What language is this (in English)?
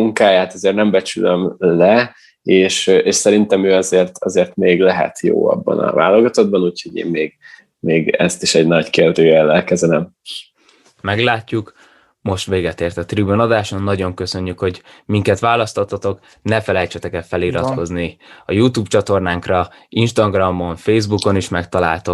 Hungarian